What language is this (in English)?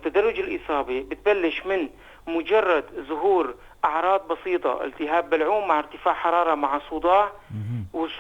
North Levantine Arabic